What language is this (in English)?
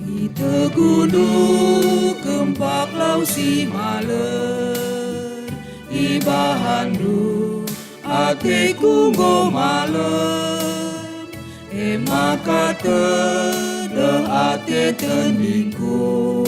Batak Karo